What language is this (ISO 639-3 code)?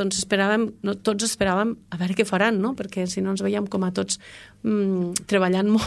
cat